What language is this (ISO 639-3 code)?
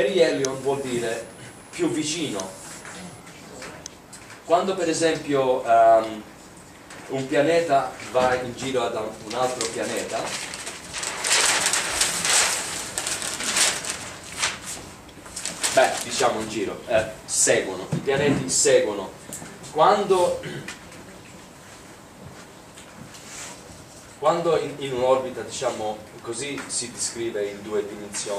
ita